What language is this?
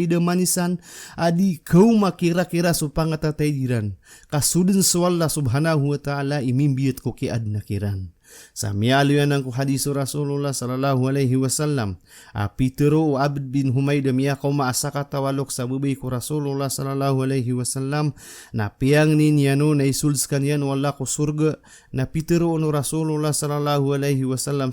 Maranao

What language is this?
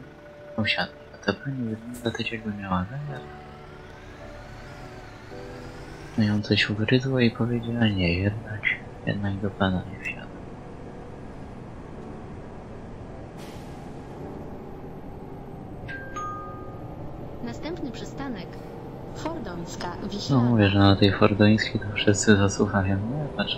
Polish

